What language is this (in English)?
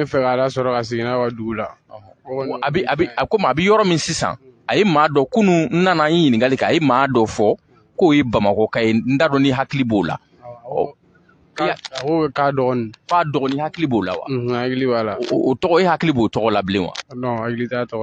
Bambara